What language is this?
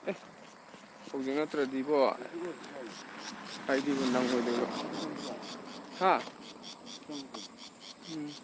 Manipuri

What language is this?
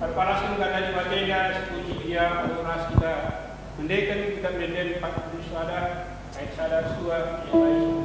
Batak Karo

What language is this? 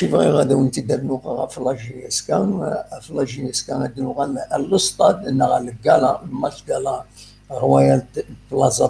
Kabyle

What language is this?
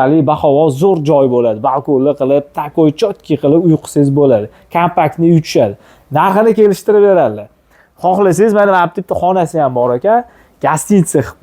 Uzbek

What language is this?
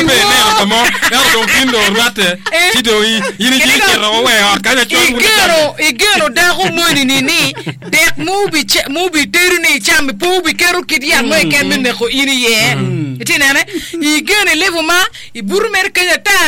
Acoli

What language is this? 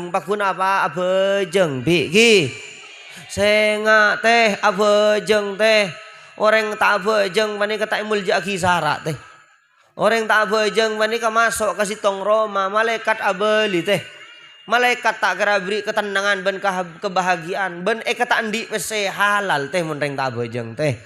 Madurese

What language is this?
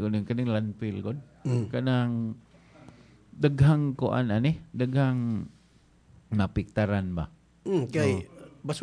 Cebuano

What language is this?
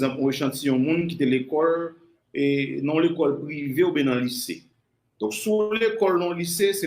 Haitian Creole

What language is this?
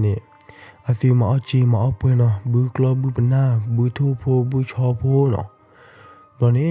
S'gaw Karen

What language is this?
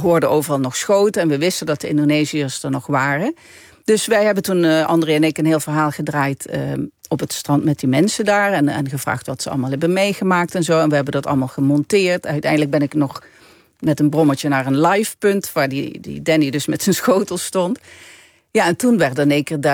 Dutch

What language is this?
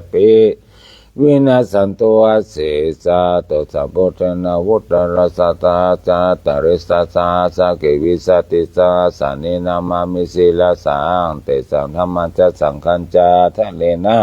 Pali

